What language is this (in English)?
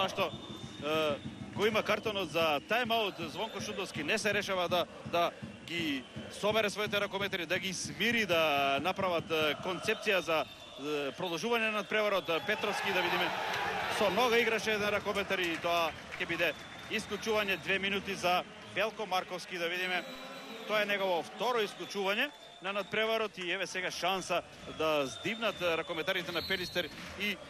Macedonian